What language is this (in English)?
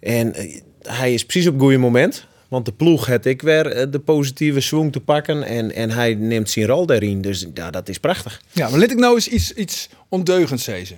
Western Frisian